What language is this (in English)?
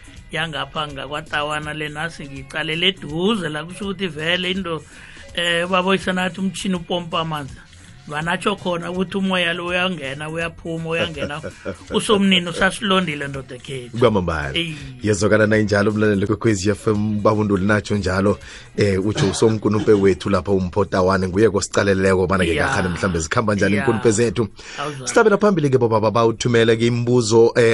South Ndebele